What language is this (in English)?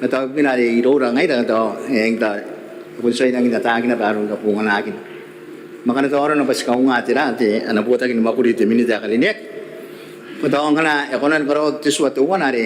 Gilbertese